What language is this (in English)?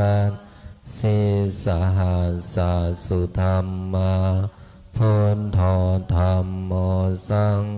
Pali